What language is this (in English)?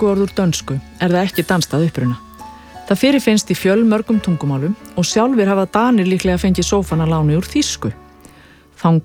Icelandic